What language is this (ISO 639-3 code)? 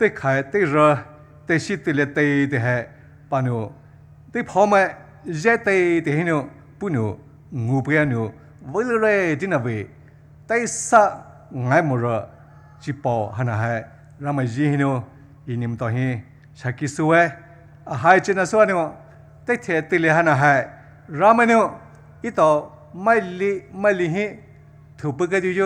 pmx